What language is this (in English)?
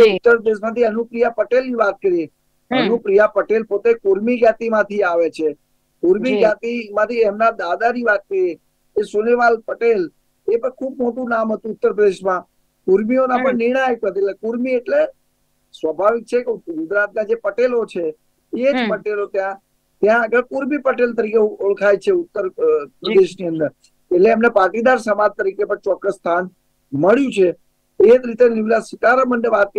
Gujarati